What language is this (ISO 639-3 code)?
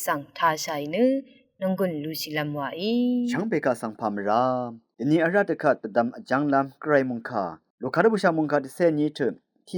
raw